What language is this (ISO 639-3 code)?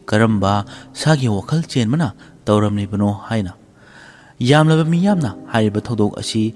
mni